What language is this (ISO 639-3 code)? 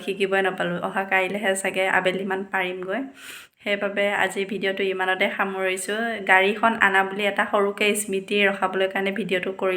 asm